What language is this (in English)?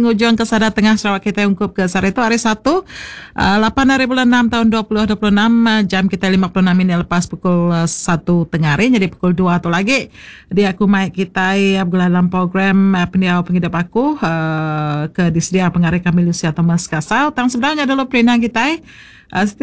Iban